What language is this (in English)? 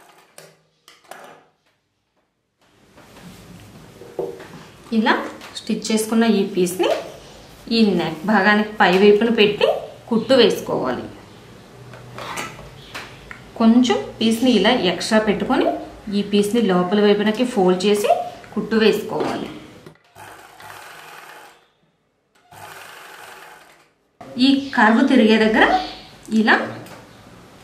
Telugu